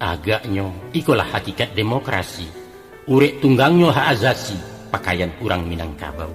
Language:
Minangkabau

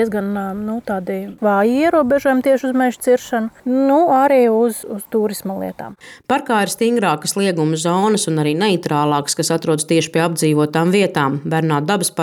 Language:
Latvian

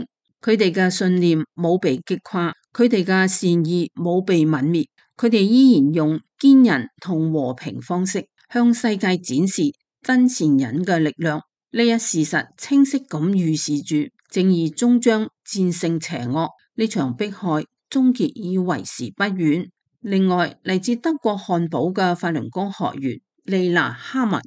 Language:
Cantonese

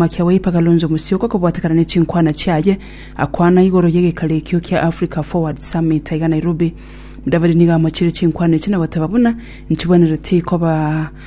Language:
Gusii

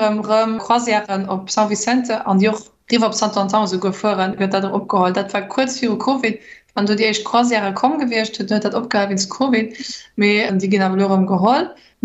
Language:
Luxembourgish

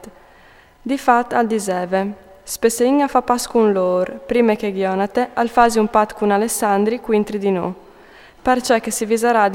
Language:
Friulian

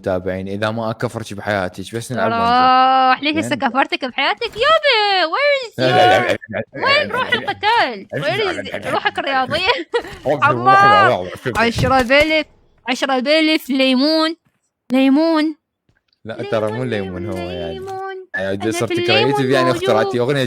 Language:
Mesopotamian Arabic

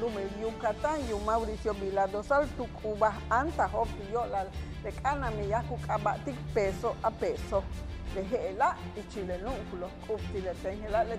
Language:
Yucateco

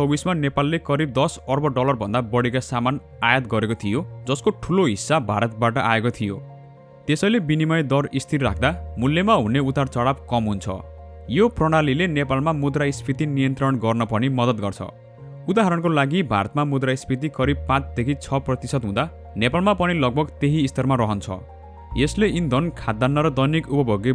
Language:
Nepali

